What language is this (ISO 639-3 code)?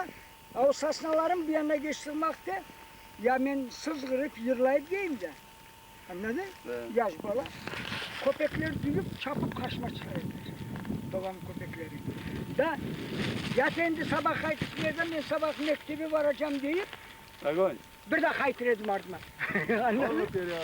crh